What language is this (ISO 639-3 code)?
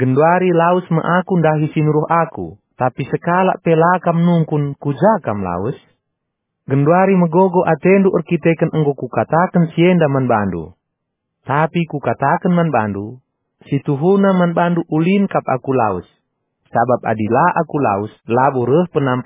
btx